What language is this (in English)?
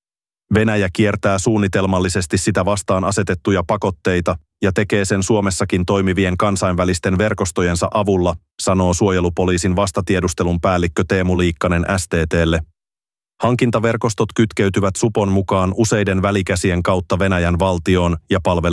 Finnish